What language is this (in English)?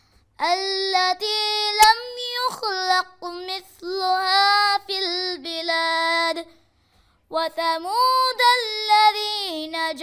Divehi